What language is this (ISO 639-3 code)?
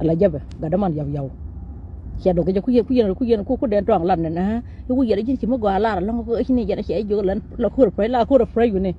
nus